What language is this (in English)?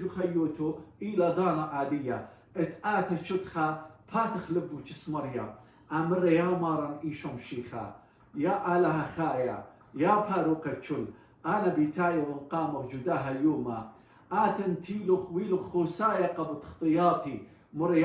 Assyrian Neo-Aramaic